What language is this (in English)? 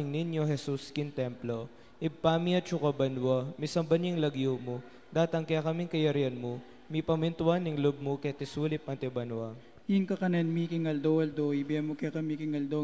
Pampanga